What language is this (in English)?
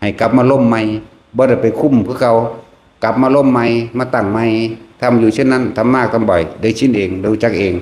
Northeastern Thai